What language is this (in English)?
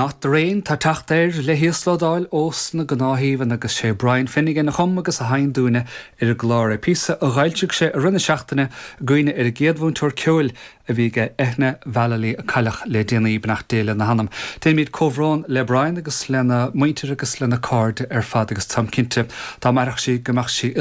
Irish